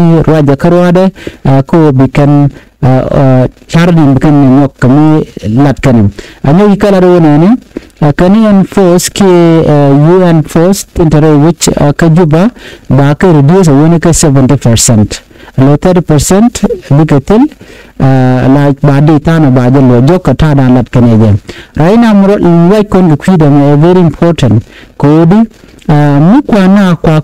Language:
Nuer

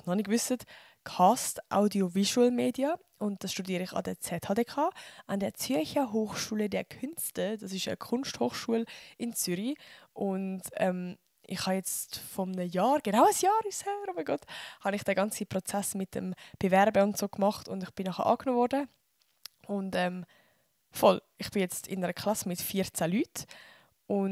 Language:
Swiss German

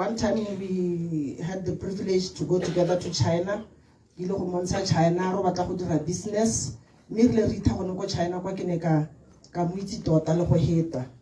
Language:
Tswana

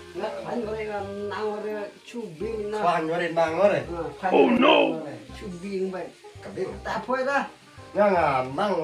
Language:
Khasi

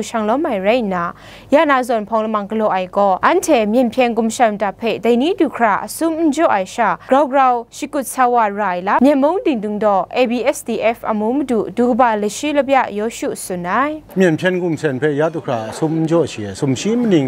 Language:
Kachin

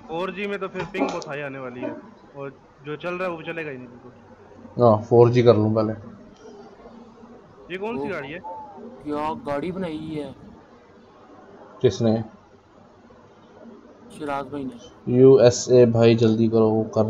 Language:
Hindi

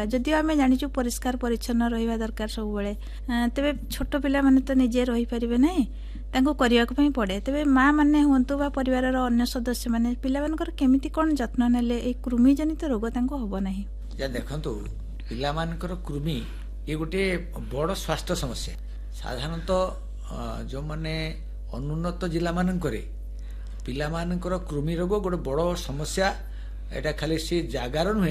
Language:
Odia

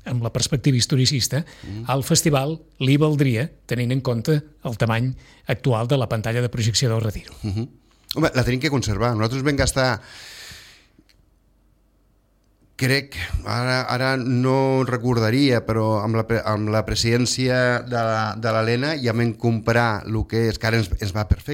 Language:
Catalan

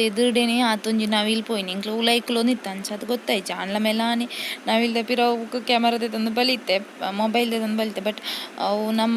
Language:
Tulu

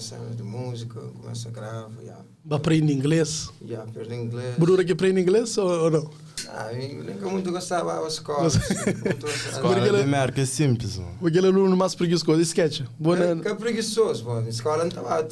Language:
Kabuverdianu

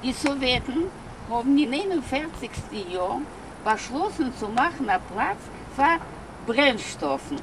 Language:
Yiddish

